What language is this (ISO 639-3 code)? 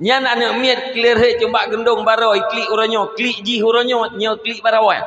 ace